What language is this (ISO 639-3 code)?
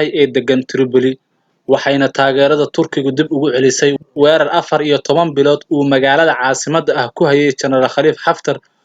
som